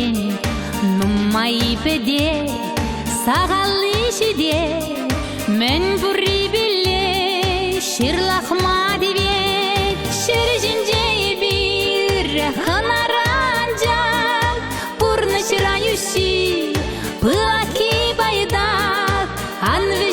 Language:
Chuvash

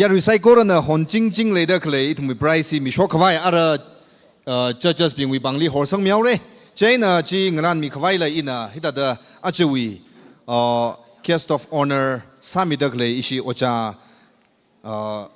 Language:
Tangkhul Naga (India)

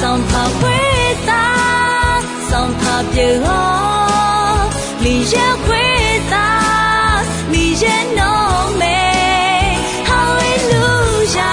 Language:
Akha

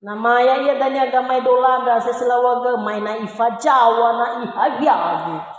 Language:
Nias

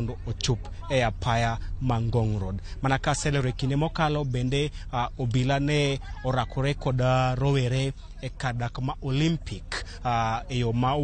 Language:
Luo (Kenya and Tanzania)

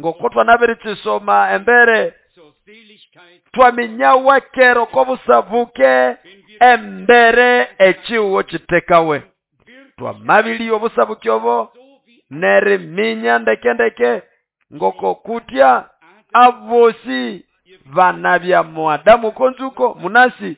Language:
Nande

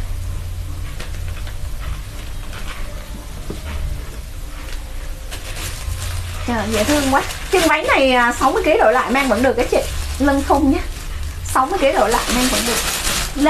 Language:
Vietnamese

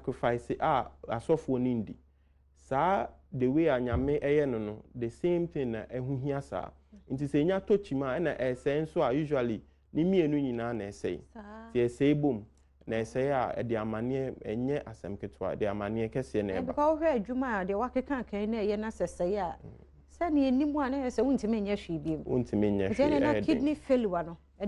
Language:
Akan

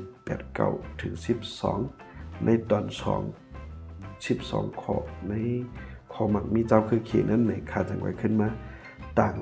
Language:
Shan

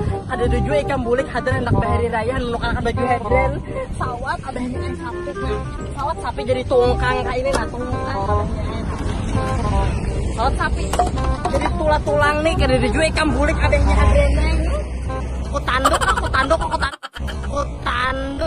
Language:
Banjar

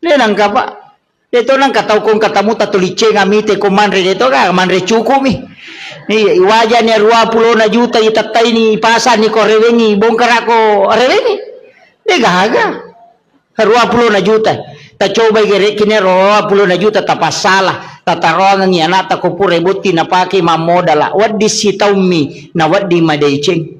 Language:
Buginese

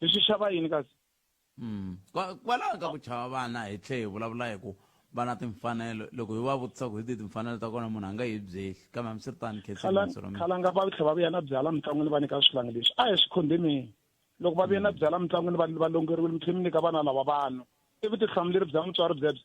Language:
Tsonga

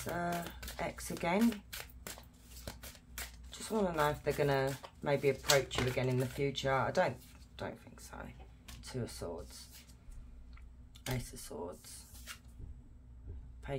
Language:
English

